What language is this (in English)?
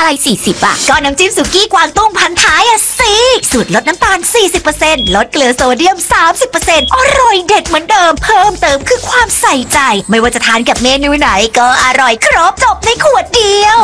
Thai